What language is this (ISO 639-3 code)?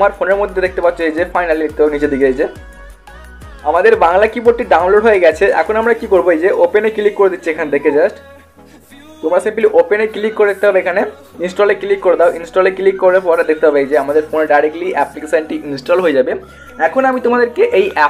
ben